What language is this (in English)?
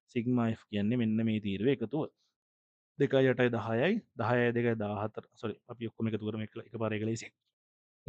Sinhala